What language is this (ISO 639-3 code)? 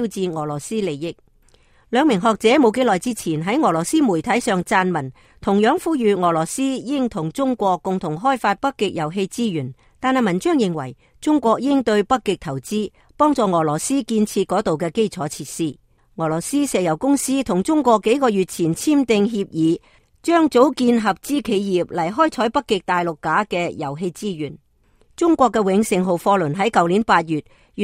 yue